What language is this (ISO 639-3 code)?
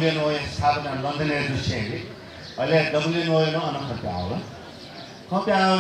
new